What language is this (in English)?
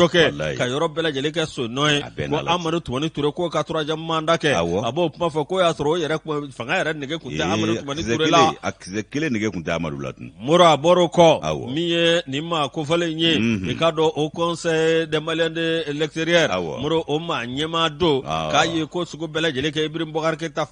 Bambara